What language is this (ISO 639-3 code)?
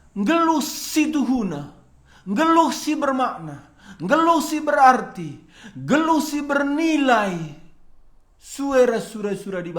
btx